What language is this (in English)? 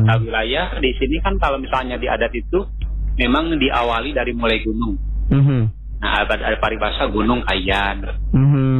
Indonesian